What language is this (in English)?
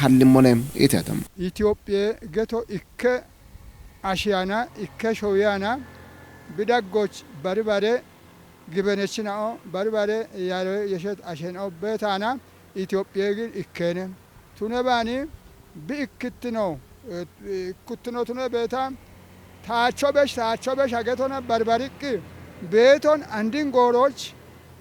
Kafa